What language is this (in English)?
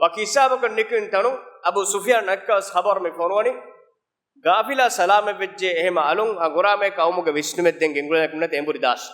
Divehi